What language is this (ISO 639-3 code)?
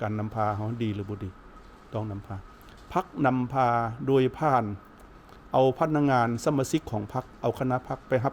lao